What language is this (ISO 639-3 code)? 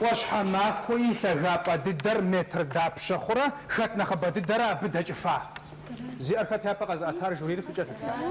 kbd